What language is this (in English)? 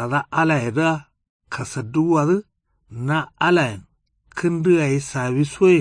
Kanuri